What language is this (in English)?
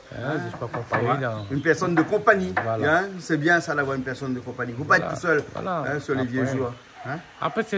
Réunion Creole French